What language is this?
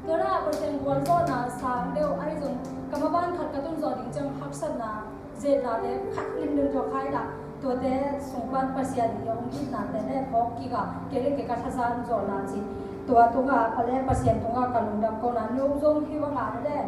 Tedim Chin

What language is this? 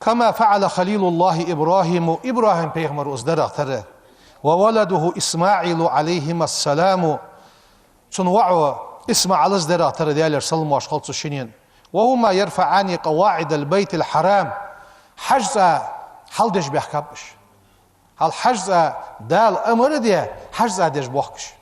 Ingush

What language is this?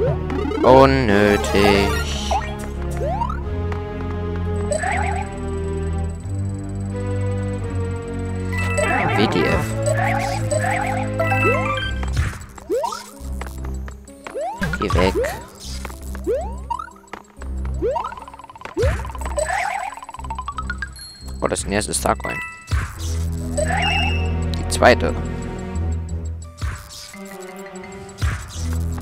German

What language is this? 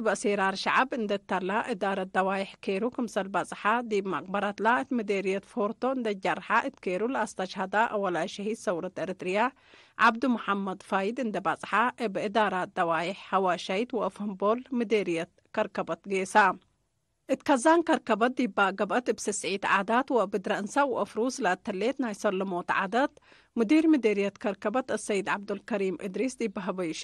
Tigre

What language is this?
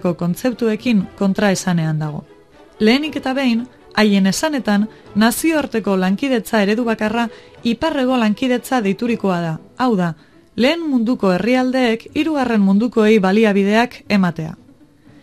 Basque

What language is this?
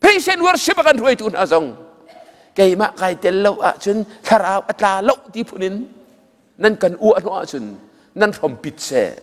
Hakha Chin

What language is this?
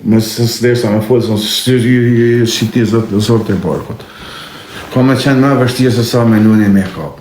Albanian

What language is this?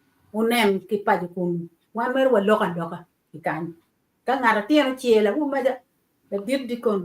Acoli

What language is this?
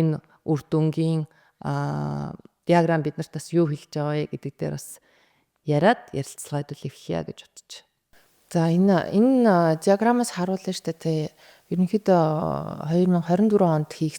Mongolian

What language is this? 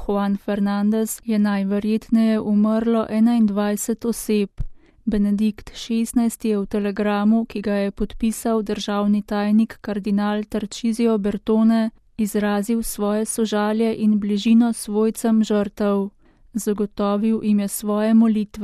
Slovenian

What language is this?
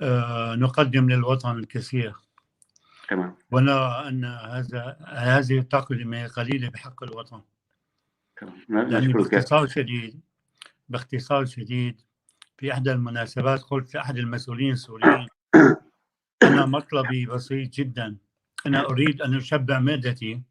North Levantine Arabic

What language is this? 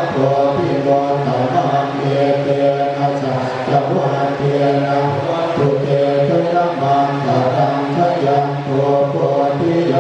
Pali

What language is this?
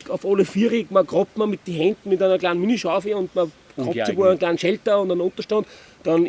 Bavarian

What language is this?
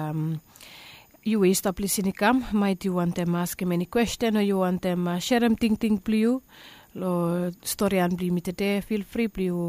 Bislama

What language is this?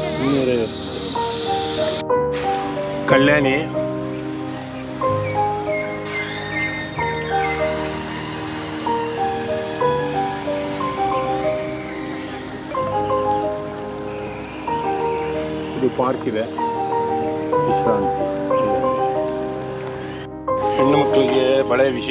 Kannada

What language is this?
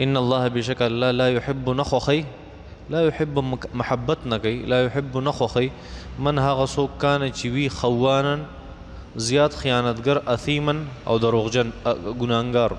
Pashto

